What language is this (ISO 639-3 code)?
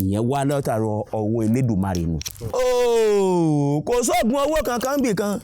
yor